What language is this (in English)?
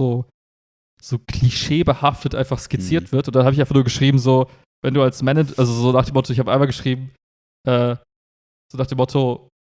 German